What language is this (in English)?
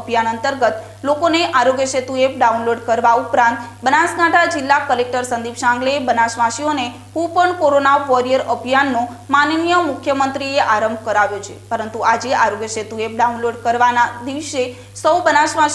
Gujarati